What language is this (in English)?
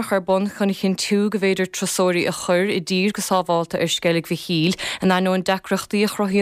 Irish